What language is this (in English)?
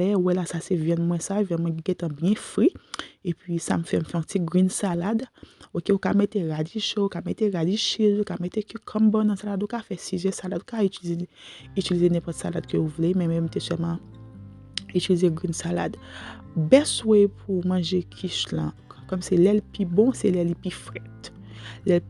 Haitian Creole